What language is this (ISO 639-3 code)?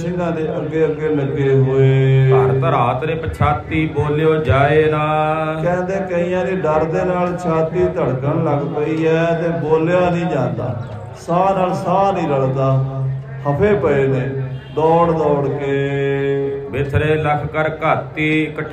pan